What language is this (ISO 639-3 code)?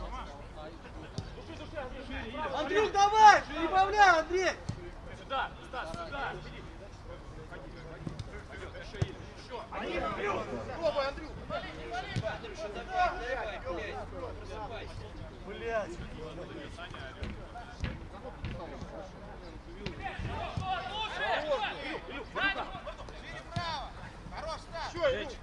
rus